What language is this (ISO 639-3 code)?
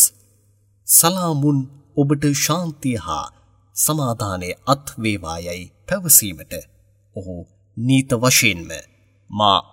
sin